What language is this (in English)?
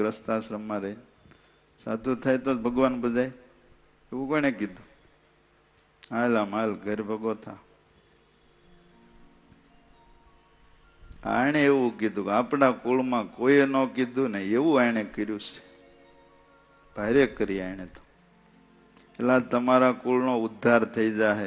Gujarati